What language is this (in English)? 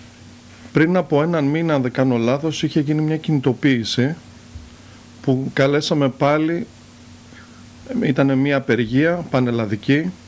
Greek